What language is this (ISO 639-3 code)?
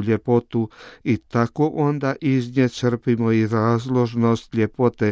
hrv